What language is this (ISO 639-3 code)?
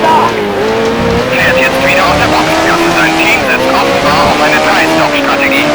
bar